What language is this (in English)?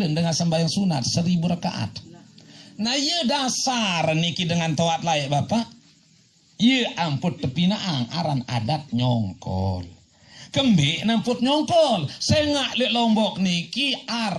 Sasak